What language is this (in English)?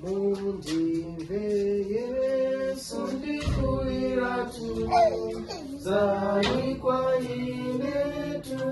Nyanja